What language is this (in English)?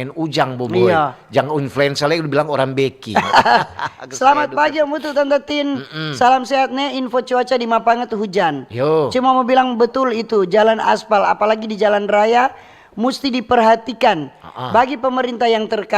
Manado Malay